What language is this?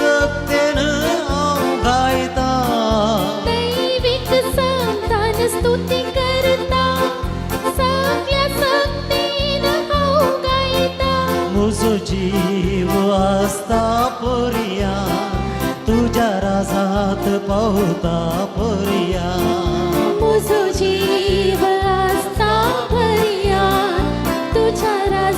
Konkani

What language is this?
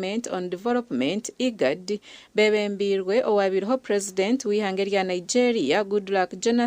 Nyankole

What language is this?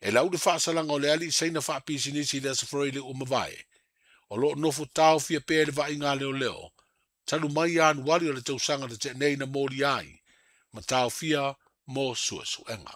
Samoan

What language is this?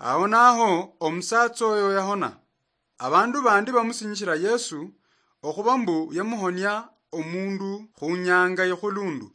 Luyia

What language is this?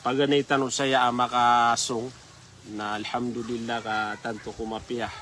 Maranao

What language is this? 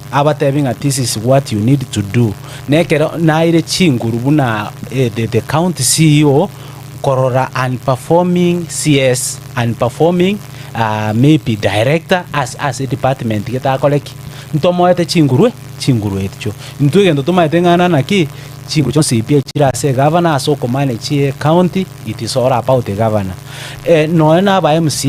Gusii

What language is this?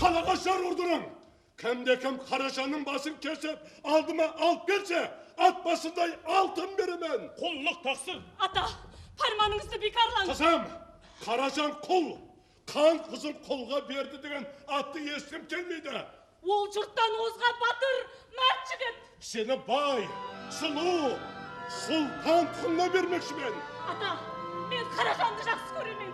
Kara-Kalpak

